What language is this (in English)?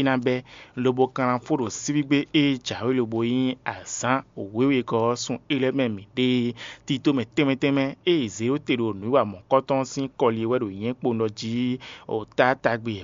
Fon